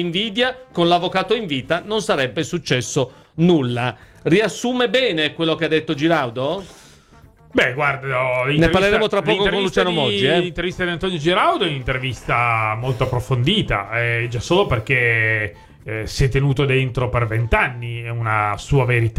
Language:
Italian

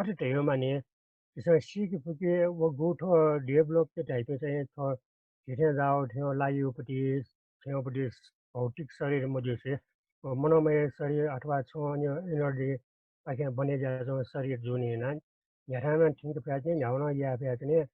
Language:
Newari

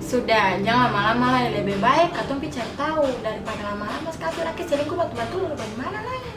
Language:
Ambonese Malay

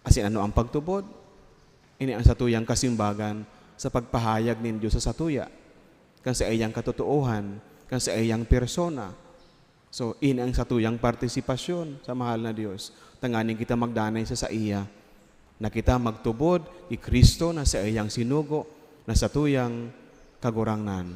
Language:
Bikol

